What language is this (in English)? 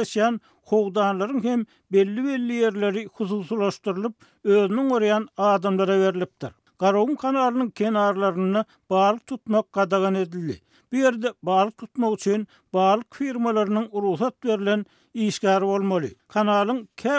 Turkmen